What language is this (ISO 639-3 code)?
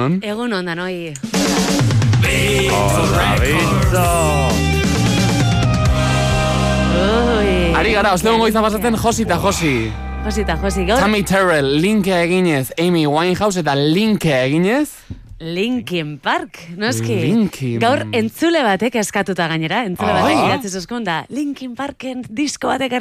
eus